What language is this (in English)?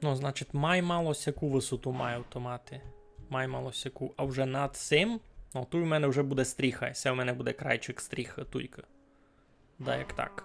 Rusyn